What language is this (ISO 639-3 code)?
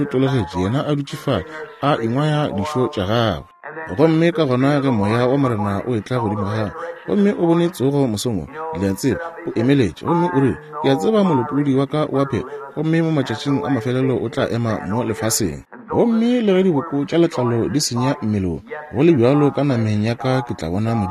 nso